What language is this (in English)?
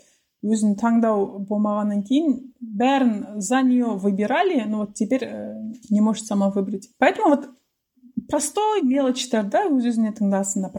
Kazakh